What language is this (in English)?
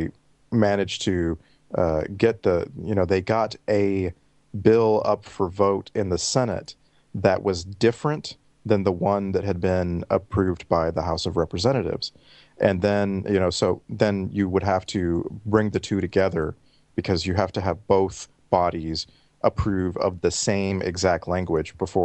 English